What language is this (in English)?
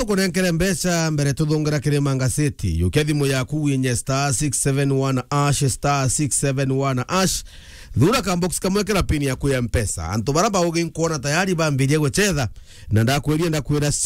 Meru